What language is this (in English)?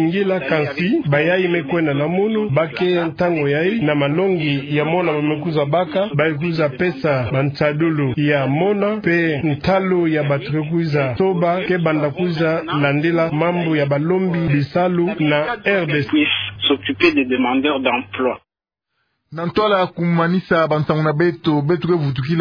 Kituba (Democratic Republic of Congo)